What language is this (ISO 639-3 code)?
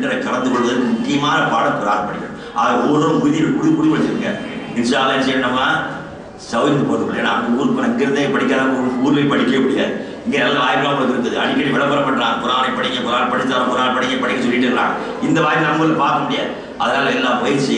tam